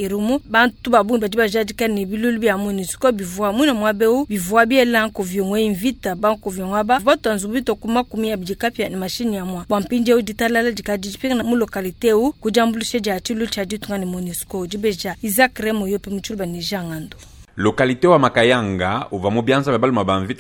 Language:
Luba-Lulua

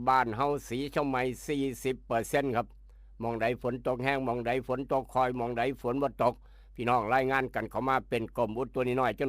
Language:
Northeastern Thai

